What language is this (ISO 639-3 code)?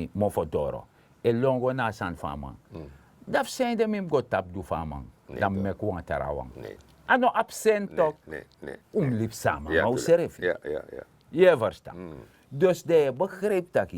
srn